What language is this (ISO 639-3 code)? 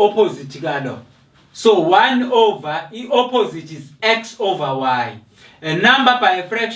zul